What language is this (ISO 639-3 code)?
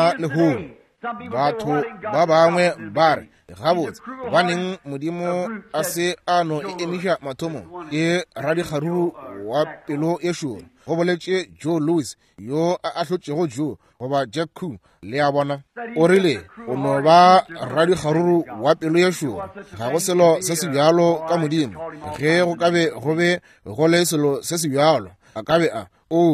nso